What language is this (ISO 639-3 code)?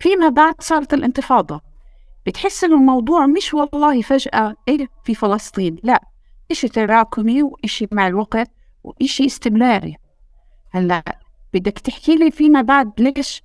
apc